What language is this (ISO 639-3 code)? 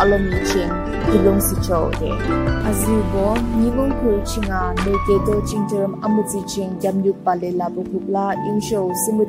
yim